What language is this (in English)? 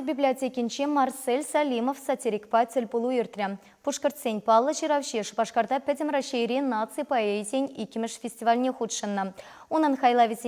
Chuvash